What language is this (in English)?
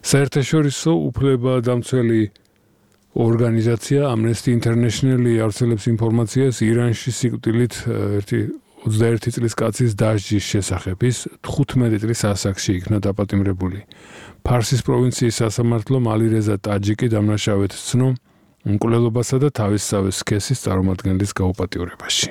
Georgian